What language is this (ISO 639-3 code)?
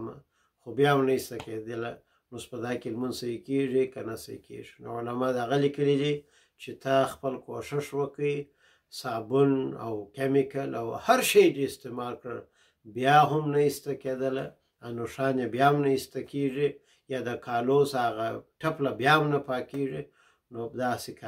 pus